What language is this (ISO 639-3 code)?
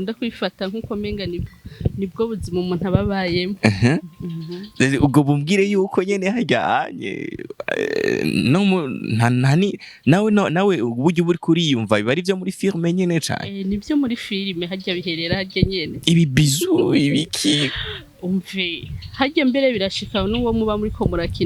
run